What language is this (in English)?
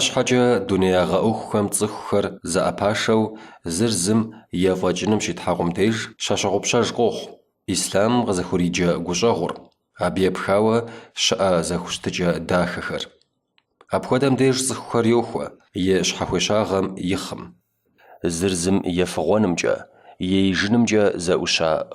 Kabardian